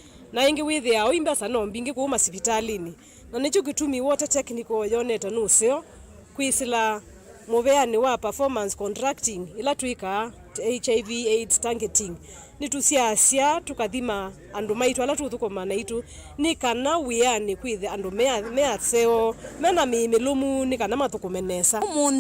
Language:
Kamba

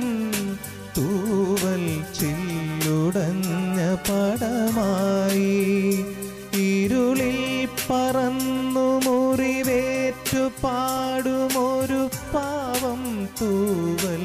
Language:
Malayalam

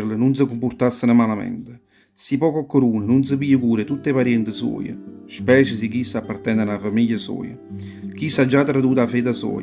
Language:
Neapolitan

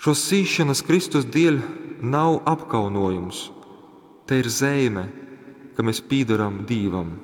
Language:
Latgalian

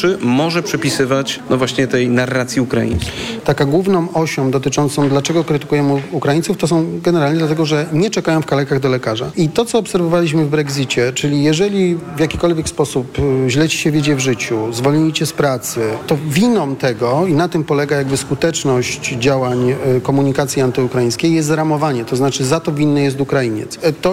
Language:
Polish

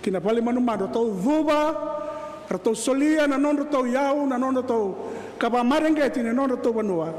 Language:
Fijian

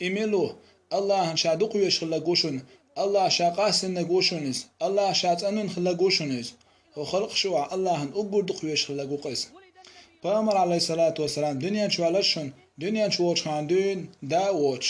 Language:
Chechen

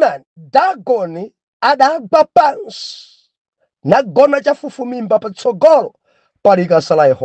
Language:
Nyanja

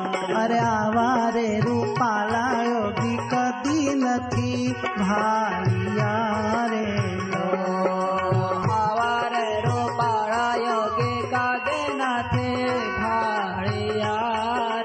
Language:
Gujarati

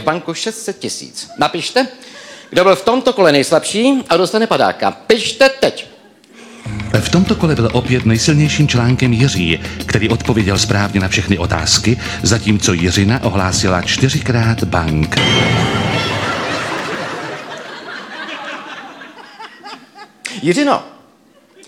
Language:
Czech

